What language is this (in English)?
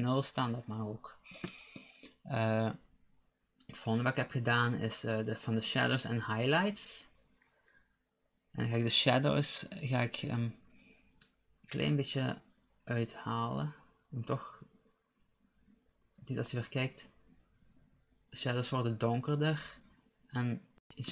Dutch